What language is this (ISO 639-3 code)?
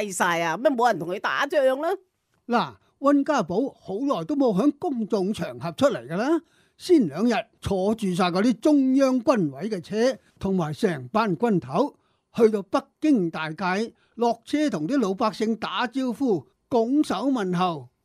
yue